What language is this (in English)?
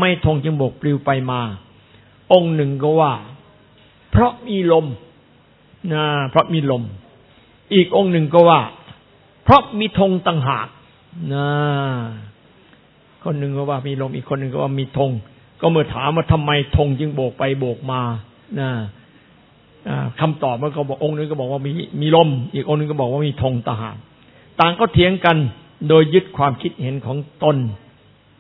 Thai